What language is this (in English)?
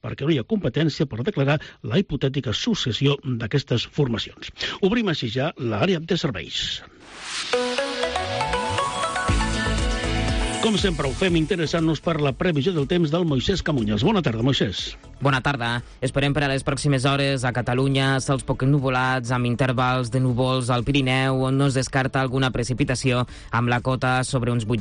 Catalan